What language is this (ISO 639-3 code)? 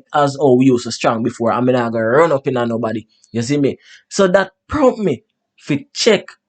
jam